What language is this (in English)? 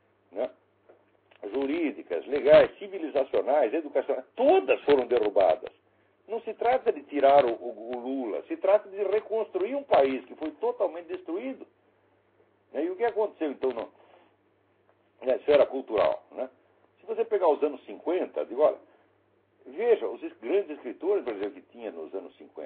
Portuguese